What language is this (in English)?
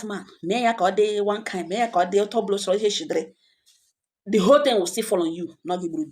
Igbo